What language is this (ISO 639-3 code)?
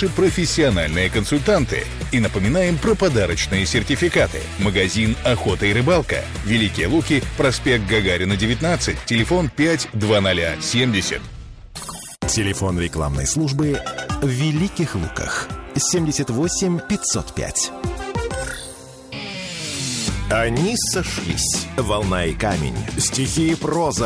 rus